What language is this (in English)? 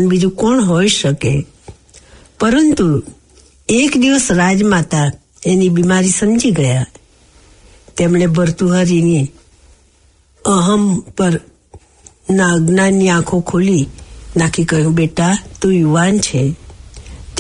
Gujarati